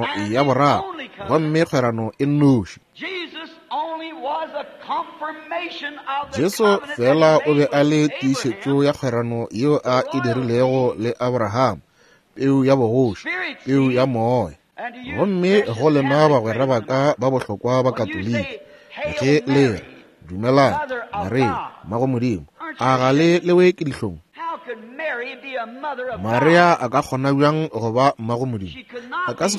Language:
Northern Sotho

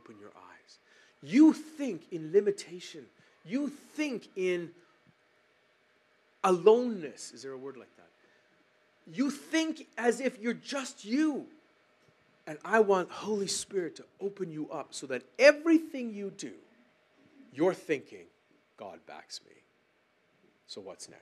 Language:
English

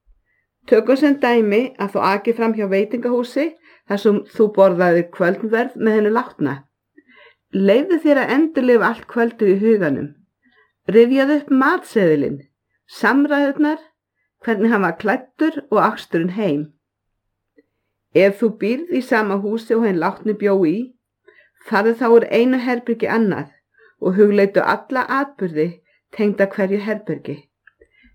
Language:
Icelandic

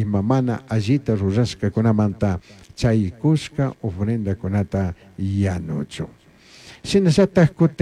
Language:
Chimborazo Highland Quichua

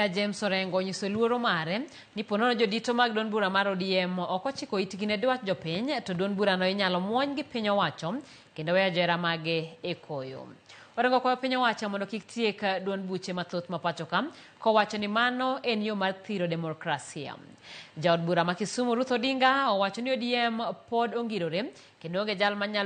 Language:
Luo (Kenya and Tanzania)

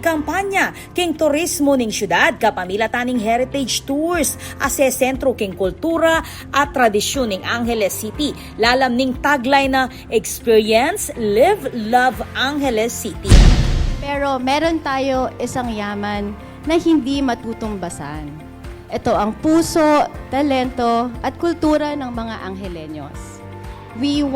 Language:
Pampanga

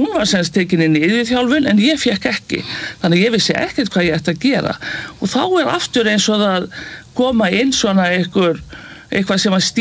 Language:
Icelandic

